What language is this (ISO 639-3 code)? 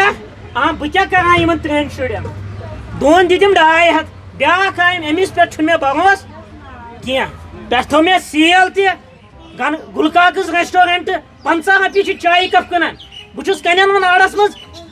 kas